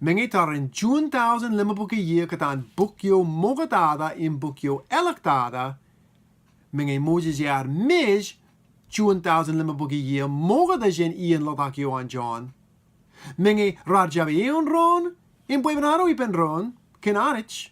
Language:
Marshallese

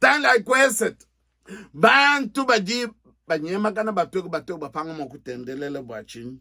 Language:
Luba-Lulua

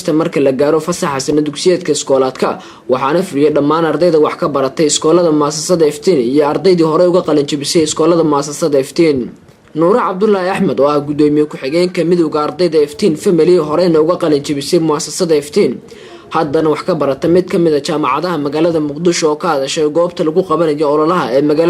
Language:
Somali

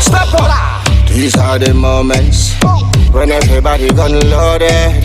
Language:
Jamaican Creole English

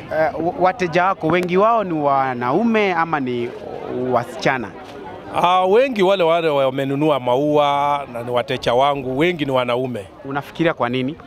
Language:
Swahili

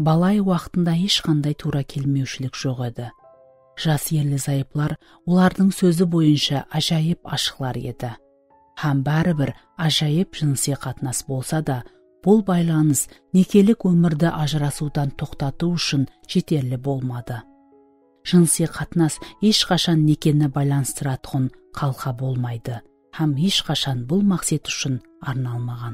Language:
Kara-Kalpak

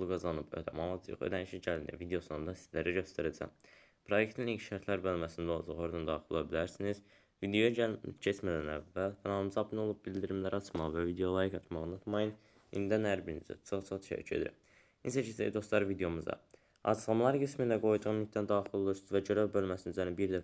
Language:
Azerbaijani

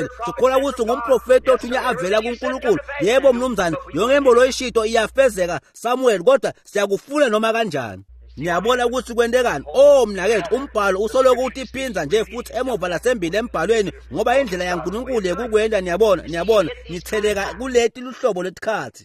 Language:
Swati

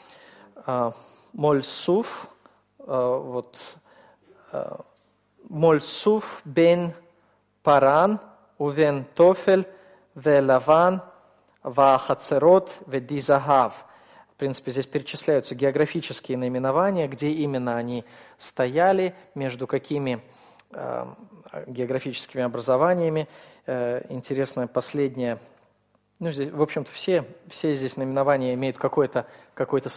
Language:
Russian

